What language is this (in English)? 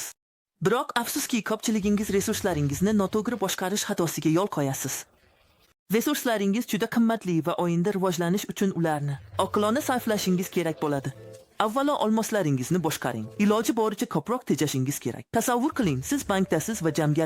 Uzbek